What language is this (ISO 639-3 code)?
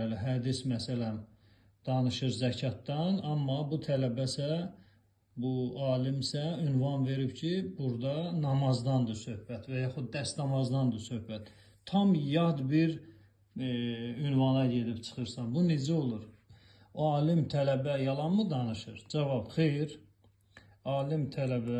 aze